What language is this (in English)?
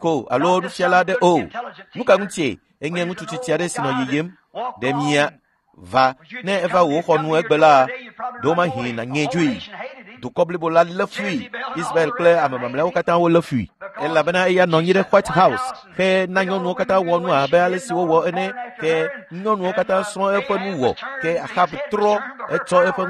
Ewe